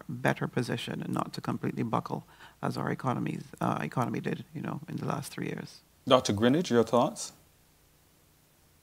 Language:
English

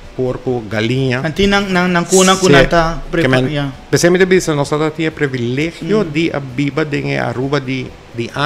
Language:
Papiamento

